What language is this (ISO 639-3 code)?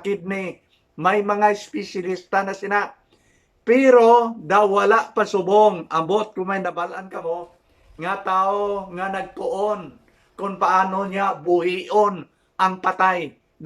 hil